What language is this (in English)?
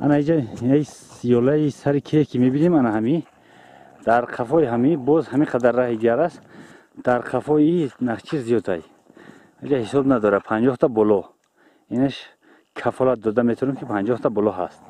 Tajik